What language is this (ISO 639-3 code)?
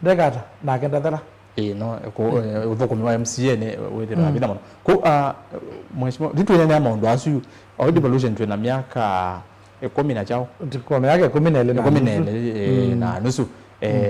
kam